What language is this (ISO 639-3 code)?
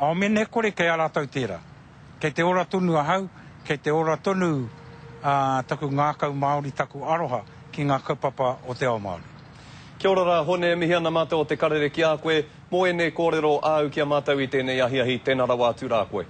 mri